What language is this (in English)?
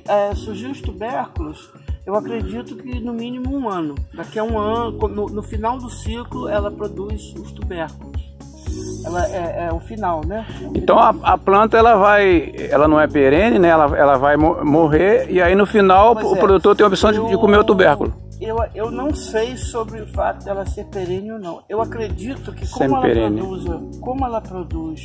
Portuguese